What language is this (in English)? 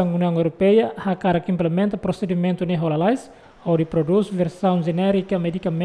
Tetum